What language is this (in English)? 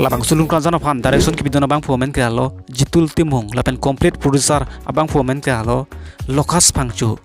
Karbi